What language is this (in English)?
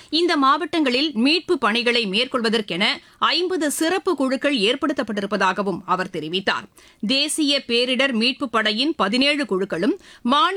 Tamil